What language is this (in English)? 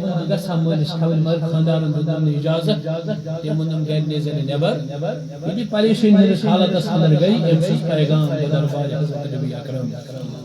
Kashmiri